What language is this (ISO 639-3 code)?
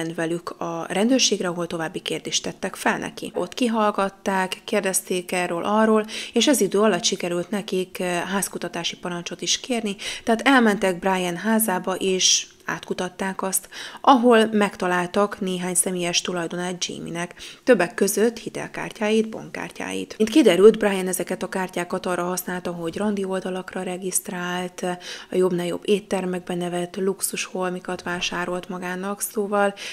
hun